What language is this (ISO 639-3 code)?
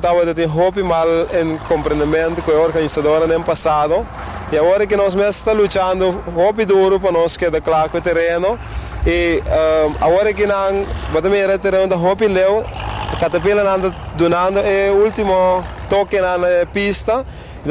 pap